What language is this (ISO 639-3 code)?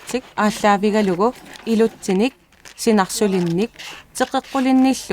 kal